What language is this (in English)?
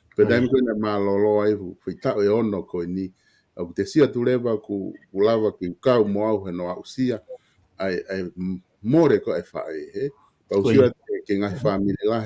Tongan